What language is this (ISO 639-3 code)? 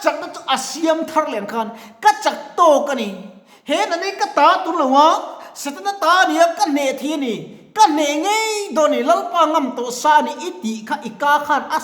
lus